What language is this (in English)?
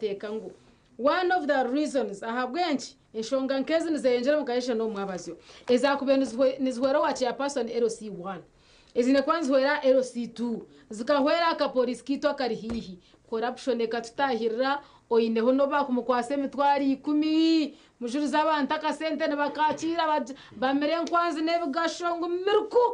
Nyankole